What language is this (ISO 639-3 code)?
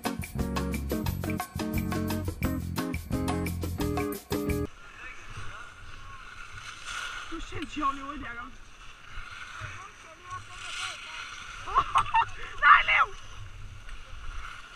dan